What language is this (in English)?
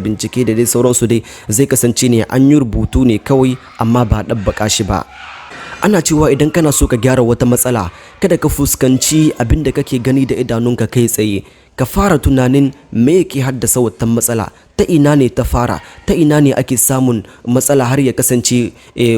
Hausa